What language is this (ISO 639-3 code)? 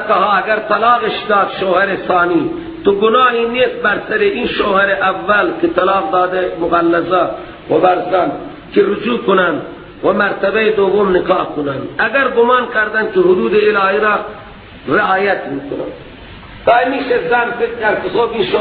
fas